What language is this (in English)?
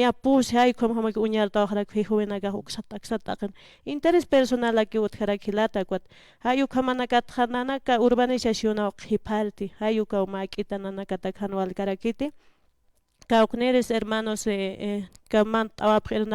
Aymara